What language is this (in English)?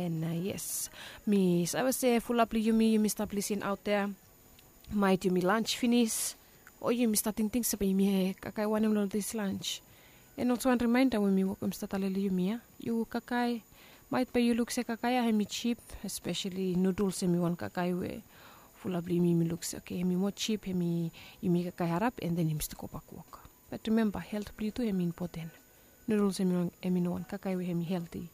Bislama